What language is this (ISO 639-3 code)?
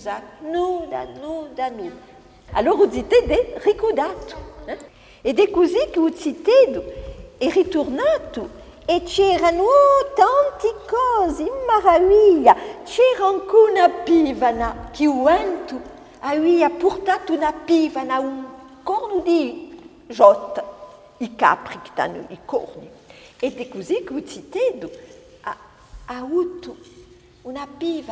cos